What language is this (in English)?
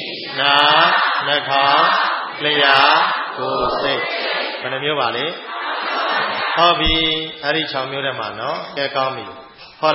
Burmese